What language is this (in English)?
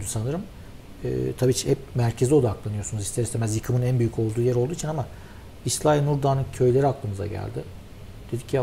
Turkish